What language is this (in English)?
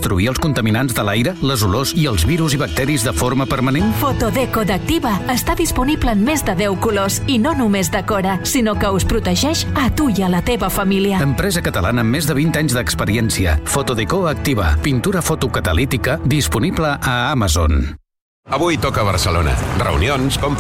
Catalan